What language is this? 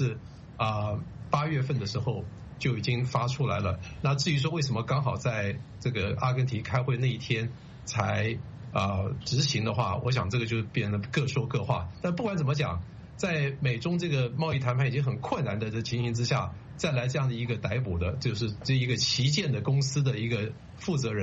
Chinese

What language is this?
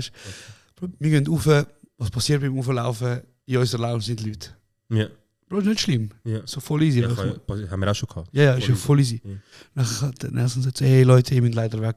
Swiss German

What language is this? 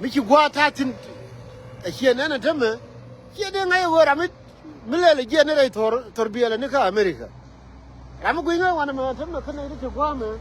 Nuer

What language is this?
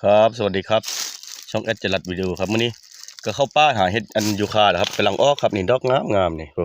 Northeastern Thai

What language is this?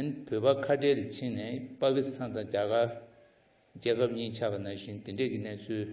Tibetan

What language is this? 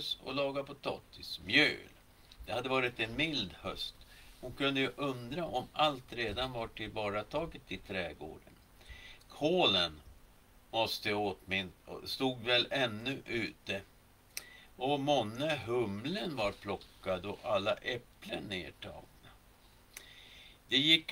Swedish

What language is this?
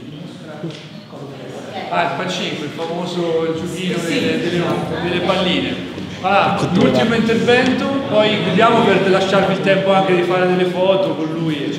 Italian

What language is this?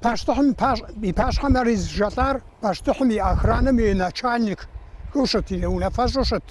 Kabardian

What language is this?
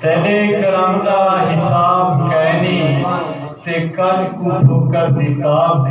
Saraiki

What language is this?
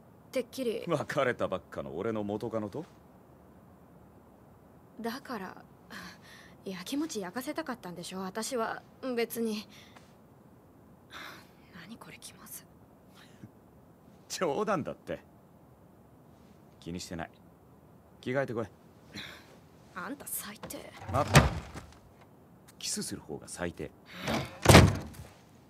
Japanese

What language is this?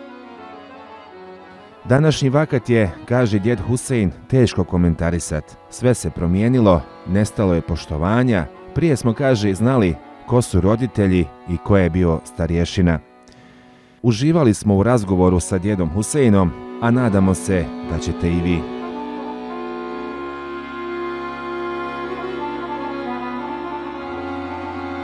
Bosnian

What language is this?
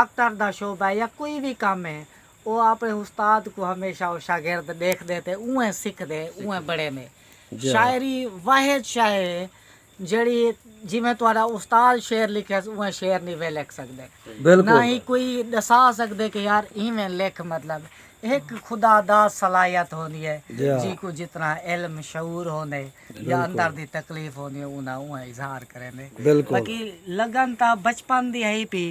Saraiki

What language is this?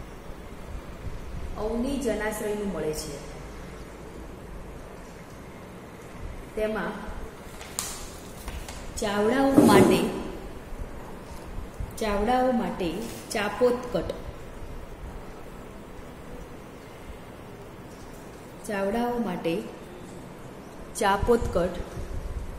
Gujarati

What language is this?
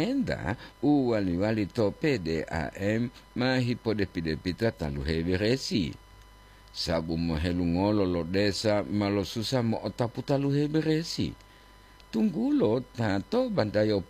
Gorontalo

